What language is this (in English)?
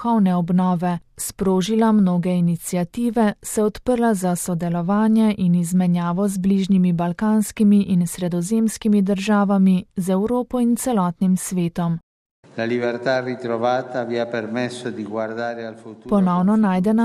Slovenian